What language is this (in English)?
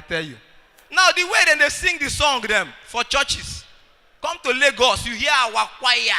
Nigerian Pidgin